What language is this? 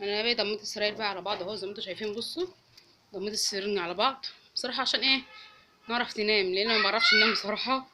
Egyptian Arabic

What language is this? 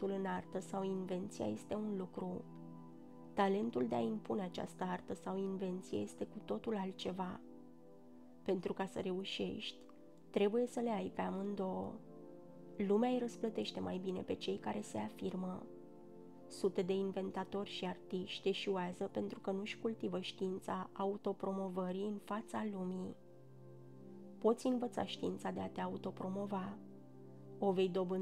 Romanian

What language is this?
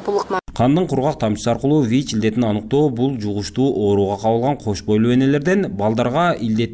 Kyrgyz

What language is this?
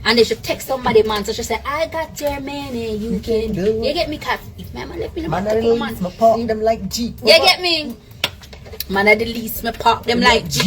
Jamaican Creole English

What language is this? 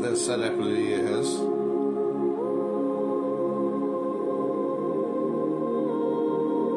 Hungarian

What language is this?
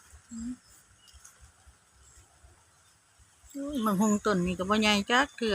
Lao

